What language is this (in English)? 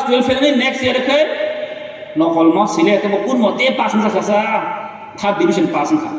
Kok Borok